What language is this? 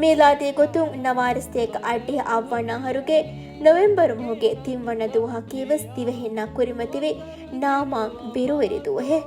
Divehi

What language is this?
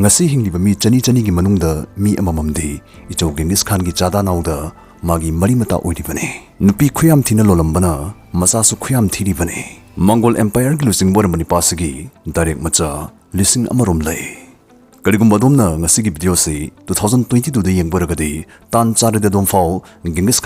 Manipuri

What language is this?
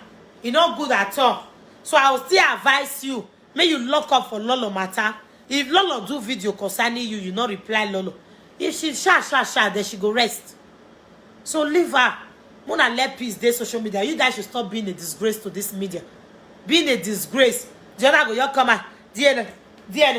Nigerian Pidgin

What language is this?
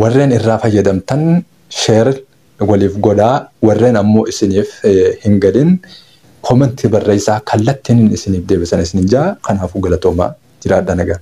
Oromo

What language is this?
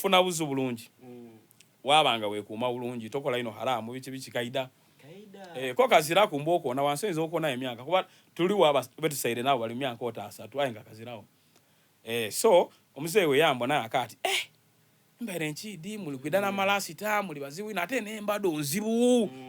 Soga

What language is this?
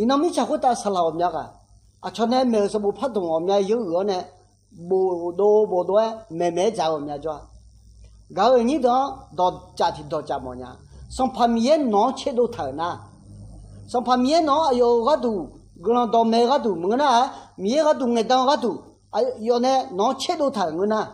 Akha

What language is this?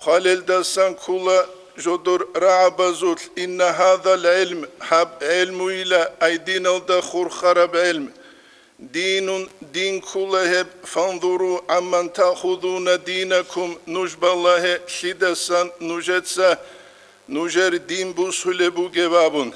Avaric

